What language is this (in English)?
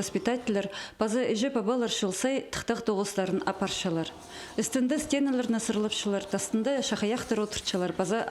Khakas